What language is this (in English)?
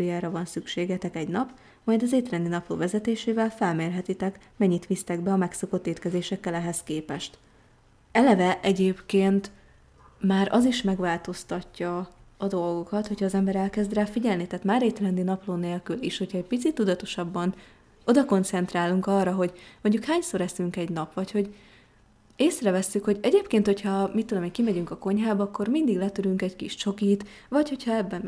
Hungarian